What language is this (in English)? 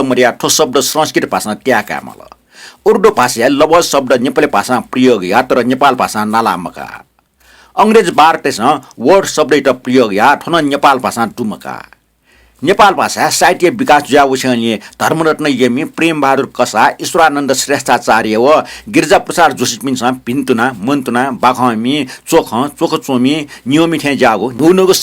Newari